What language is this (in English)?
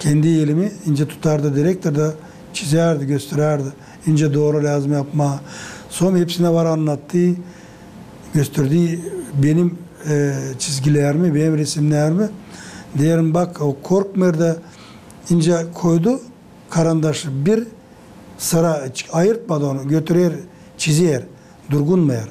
Gagauz